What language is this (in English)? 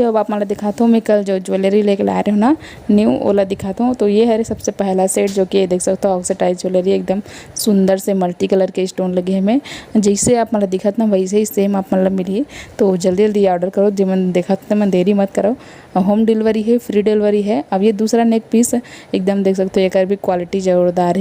Chhattisgarhi